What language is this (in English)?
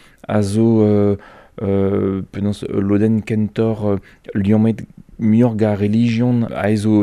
Breton